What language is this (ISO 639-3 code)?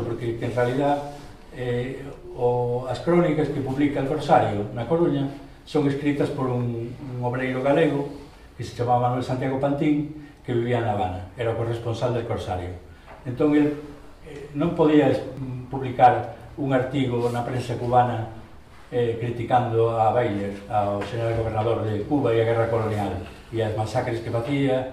glg